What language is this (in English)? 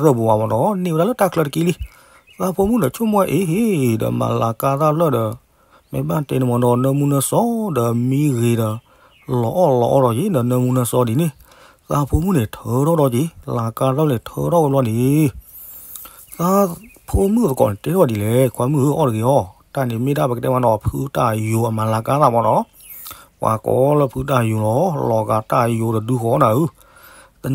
S'gaw Karen